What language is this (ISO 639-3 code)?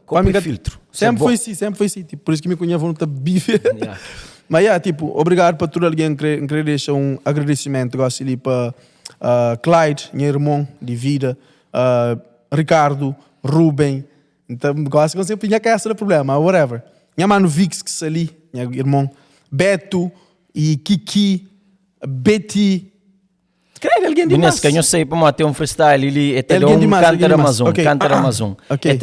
kea